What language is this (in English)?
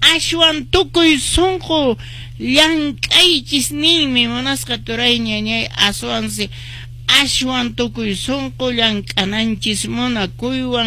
Quechua